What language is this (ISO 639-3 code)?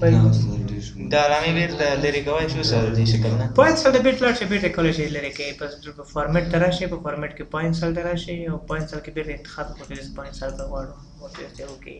pus